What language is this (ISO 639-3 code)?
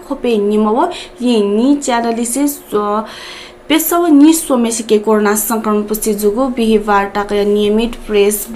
new